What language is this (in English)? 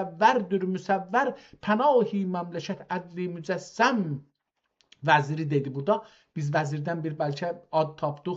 South Azerbaijani